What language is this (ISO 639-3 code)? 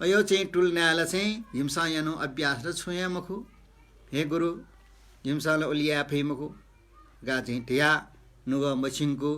new